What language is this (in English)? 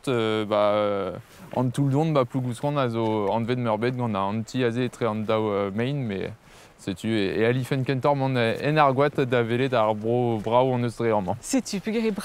Breton